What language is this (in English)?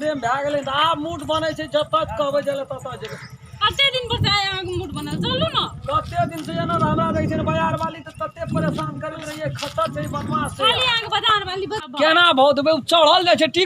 Maithili